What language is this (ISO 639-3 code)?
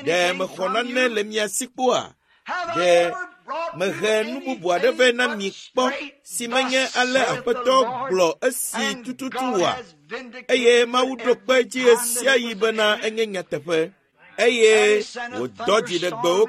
ewe